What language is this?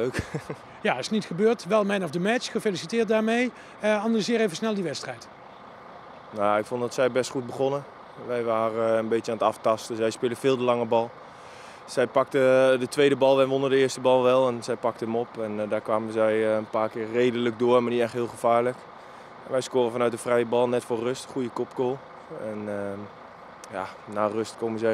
Dutch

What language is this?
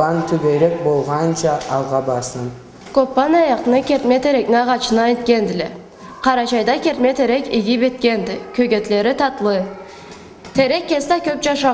Karachay-Balkar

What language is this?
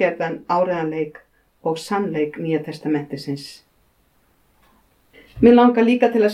Icelandic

